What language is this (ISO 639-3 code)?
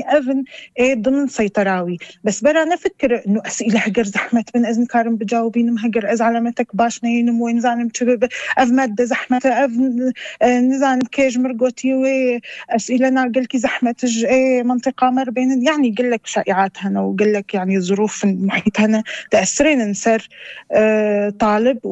apc